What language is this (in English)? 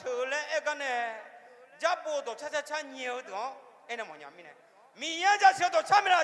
Akha